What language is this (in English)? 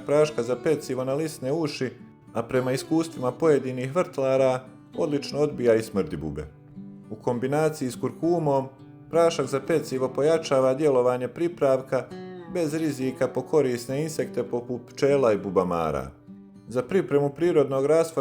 Bosnian